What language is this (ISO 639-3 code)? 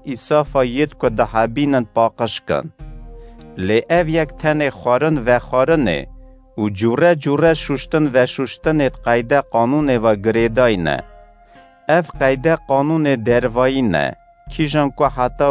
kur